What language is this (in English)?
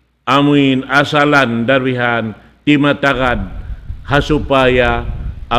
Tausug